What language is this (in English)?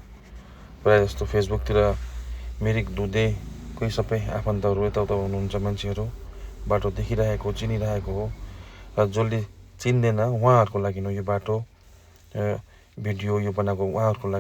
Nepali